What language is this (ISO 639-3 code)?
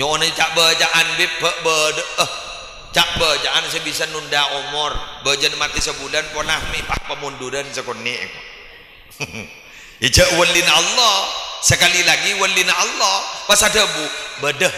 mad